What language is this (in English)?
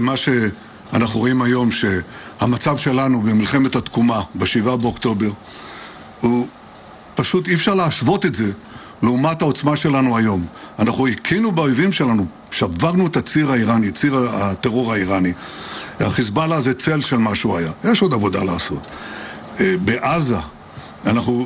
Hebrew